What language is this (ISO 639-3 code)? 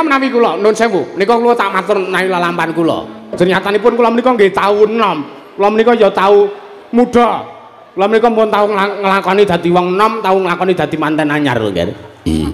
jav